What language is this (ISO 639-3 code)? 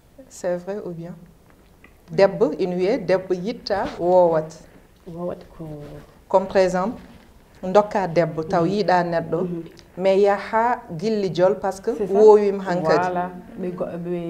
ful